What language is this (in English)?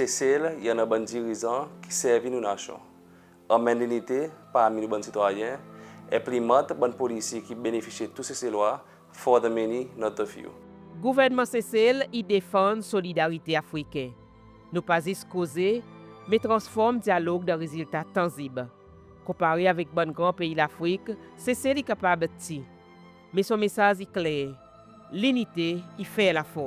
Seselwa Creole French